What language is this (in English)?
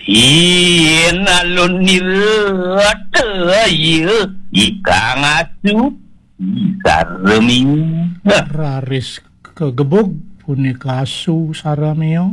Balinese